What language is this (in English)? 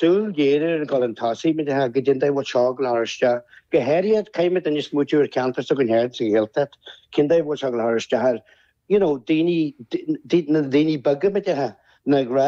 Irish